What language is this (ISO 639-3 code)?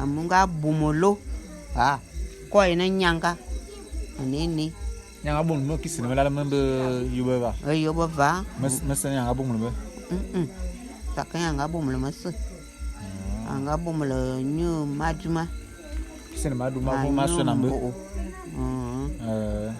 bum